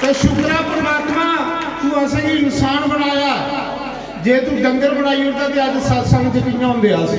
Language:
Dogri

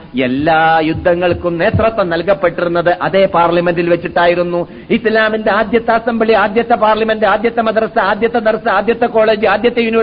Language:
Malayalam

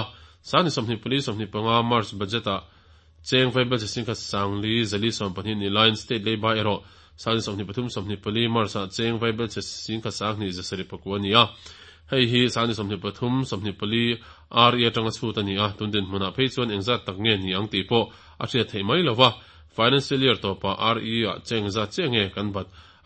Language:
Mizo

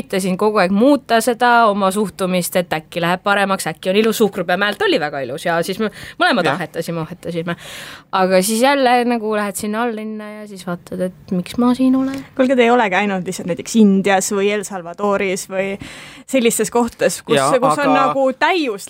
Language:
Estonian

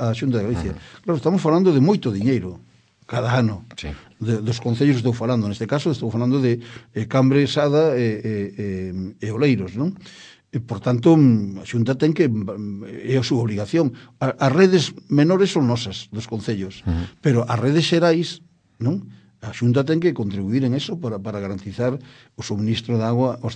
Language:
Galician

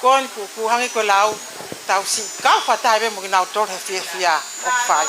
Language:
Tongan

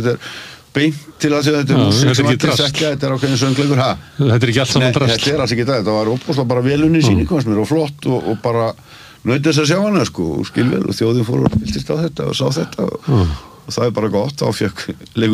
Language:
Icelandic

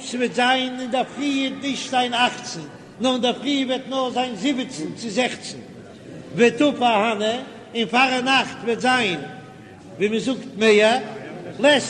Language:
Yiddish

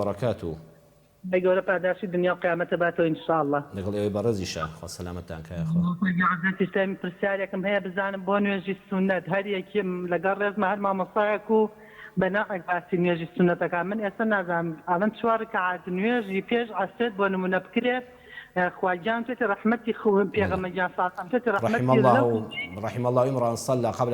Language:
Central Kurdish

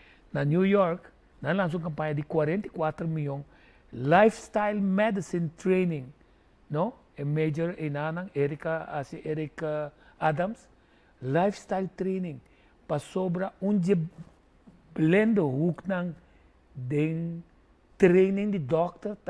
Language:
Papiamento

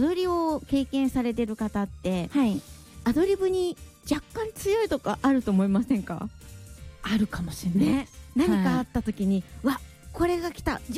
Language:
Japanese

